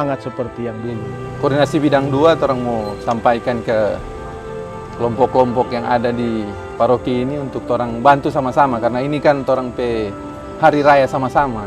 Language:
Manado Malay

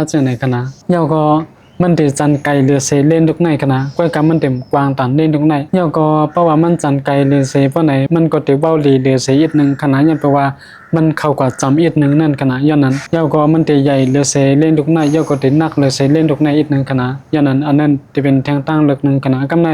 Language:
Shan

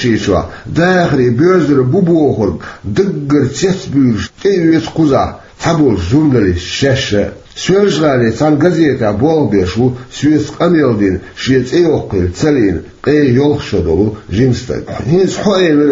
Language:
Chechen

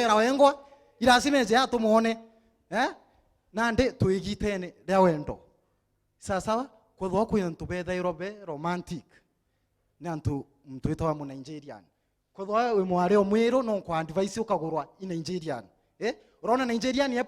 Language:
Meru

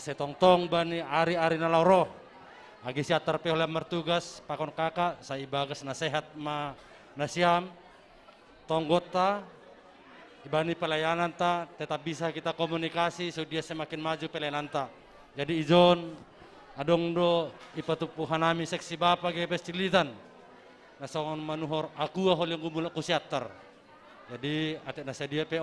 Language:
Batak Simalungun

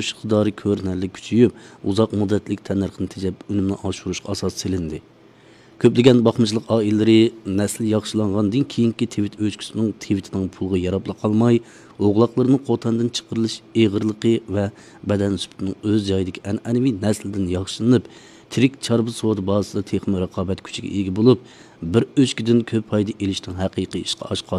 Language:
Uyghur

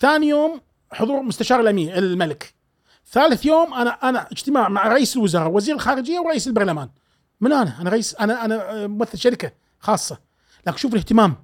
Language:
Gulf Arabic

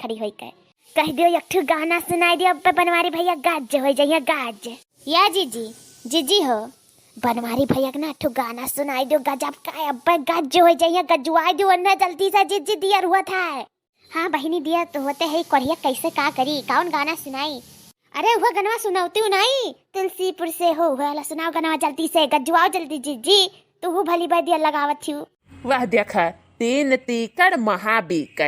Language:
Awadhi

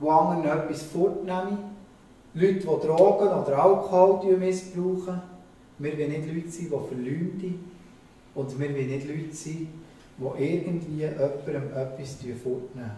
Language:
Swiss German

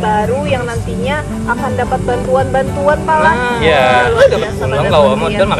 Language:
Banjar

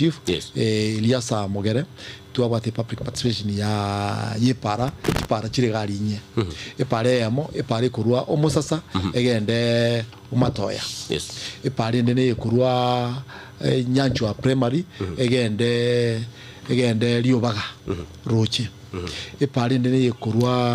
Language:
Gusii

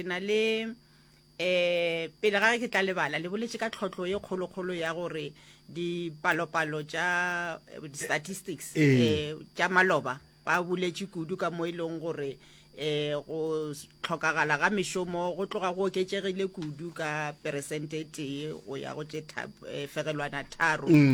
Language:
Northern Sotho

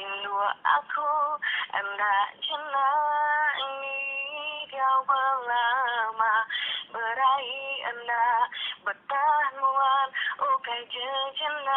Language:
Iban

